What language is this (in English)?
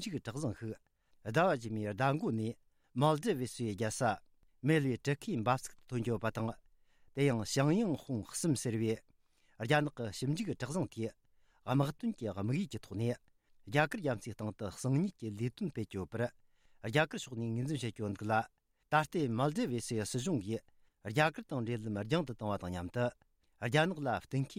Tibetan